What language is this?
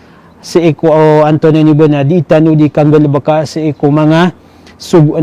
Maranao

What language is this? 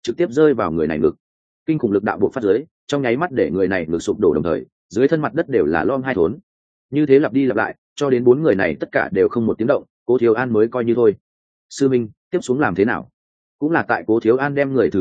Vietnamese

